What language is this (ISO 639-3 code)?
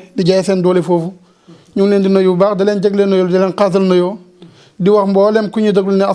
wol